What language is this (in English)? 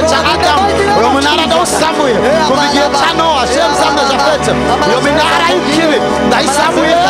Kinyarwanda